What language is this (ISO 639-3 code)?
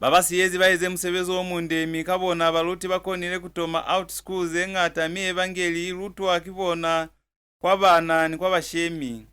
loz